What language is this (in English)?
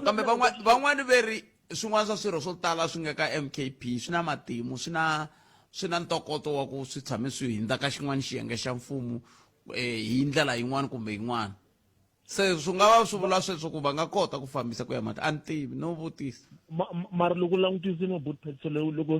Tsonga